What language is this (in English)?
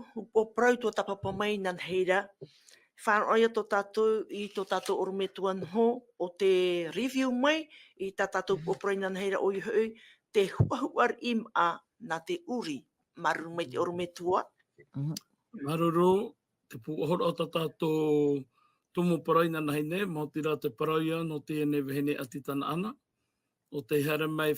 Tahitian